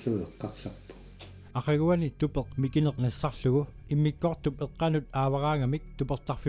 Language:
Kalaallisut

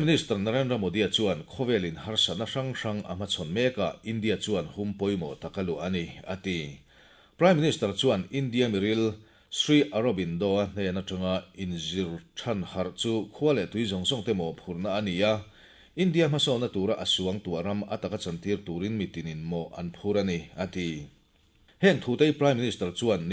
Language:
Mizo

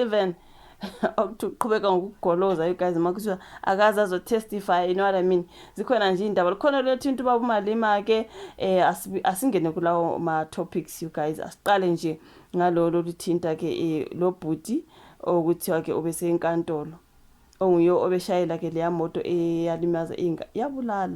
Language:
Zulu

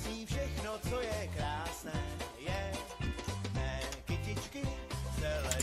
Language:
Czech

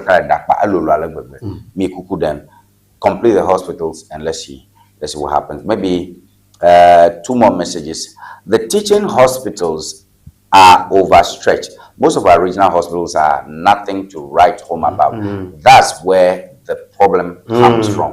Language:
Ewe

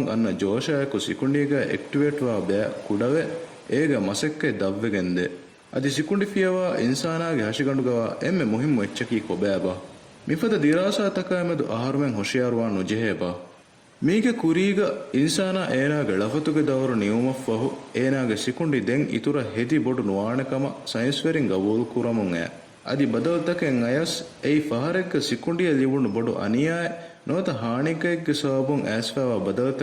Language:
Divehi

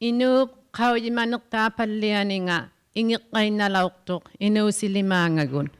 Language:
Inuktitut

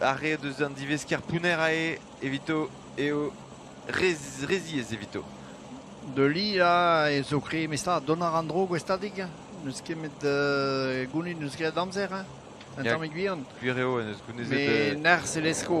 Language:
Breton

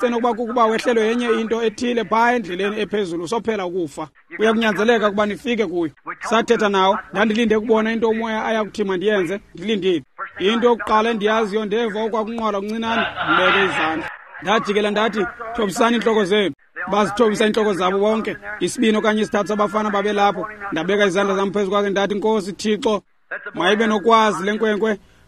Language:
Xhosa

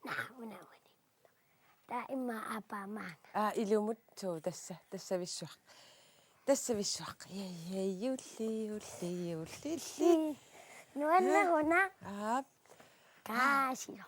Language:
Kalaallisut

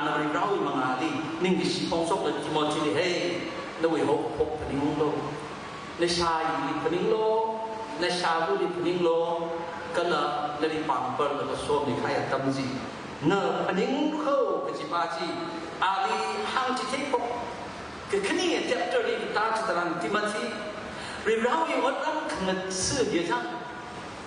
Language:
Tangkhul Naga (India)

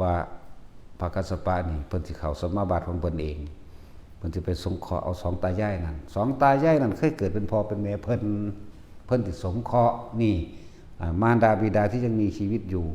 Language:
Northeastern Thai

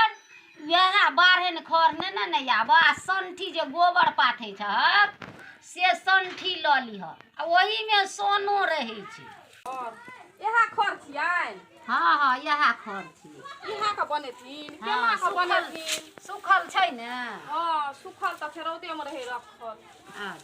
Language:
Maithili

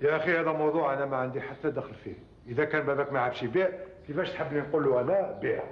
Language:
Algerian Arabic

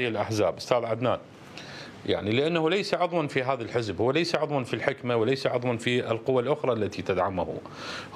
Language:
Mesopotamian Arabic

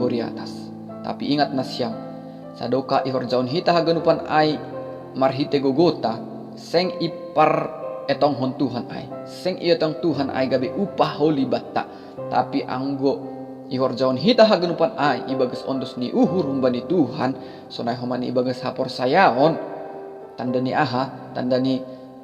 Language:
Batak Simalungun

